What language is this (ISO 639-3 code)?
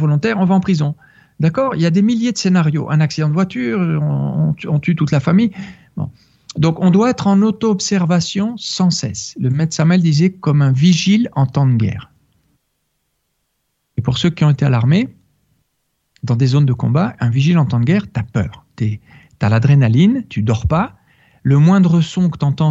fra